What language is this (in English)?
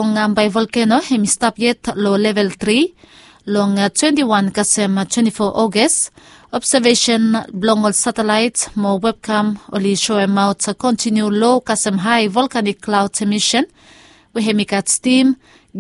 Bislama